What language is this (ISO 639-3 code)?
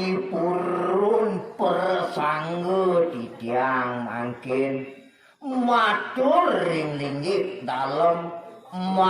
ban